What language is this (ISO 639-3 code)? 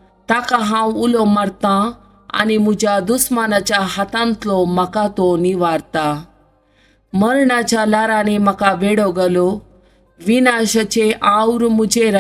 kok